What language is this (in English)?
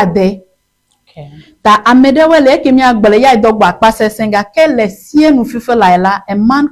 Ewe